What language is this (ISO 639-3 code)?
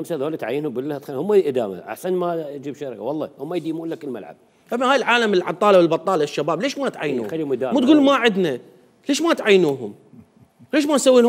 acm